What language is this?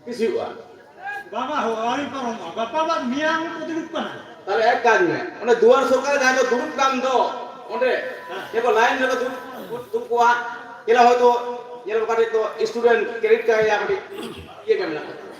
Santali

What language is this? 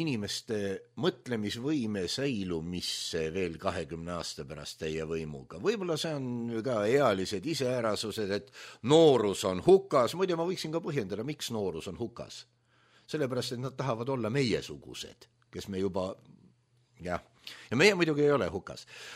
Estonian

